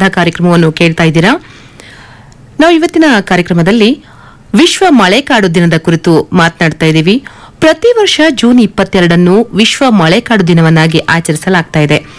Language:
Kannada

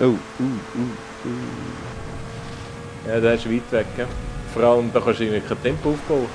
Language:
Swiss German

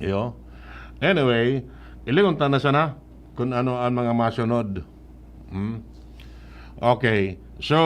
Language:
Bikol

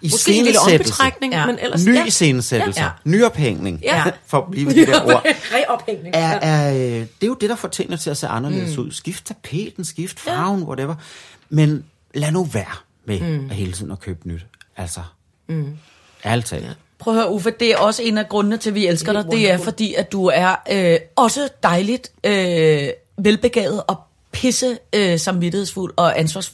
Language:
Danish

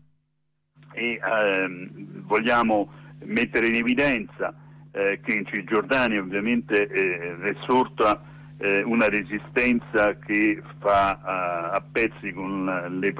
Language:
Italian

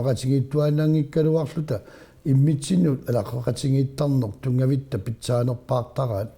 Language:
Kalaallisut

